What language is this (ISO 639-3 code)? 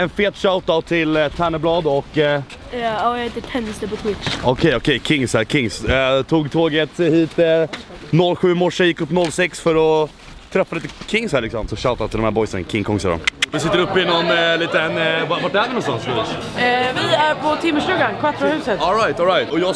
swe